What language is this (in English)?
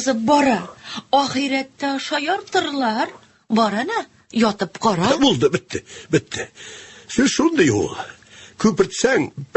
Tatar